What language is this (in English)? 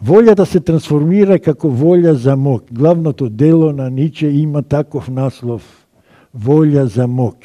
Macedonian